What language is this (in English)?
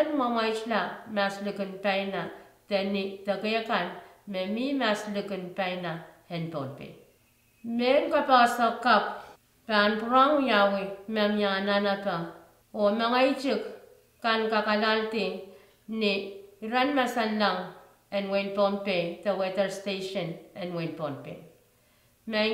Pohnpeian